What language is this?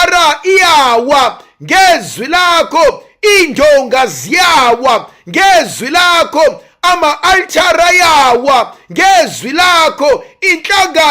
Zulu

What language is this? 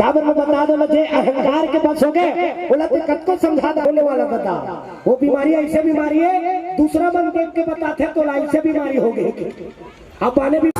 Chhattisgarhi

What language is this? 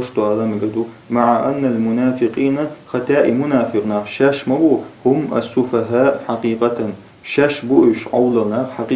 Chechen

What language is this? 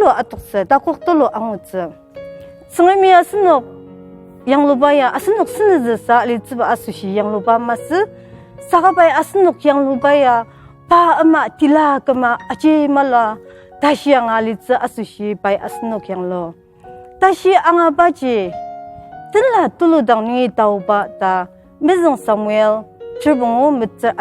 Ao Naga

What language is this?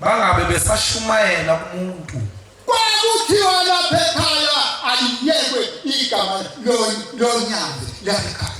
Zulu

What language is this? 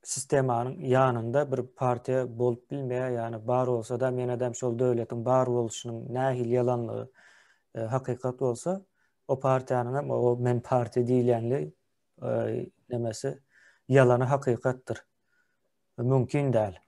Turkmen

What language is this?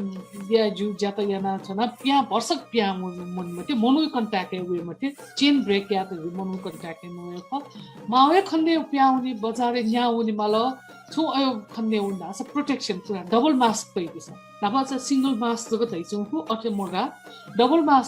Newari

